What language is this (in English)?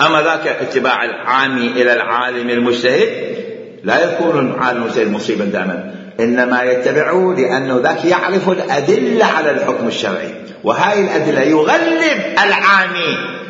Mesopotamian Arabic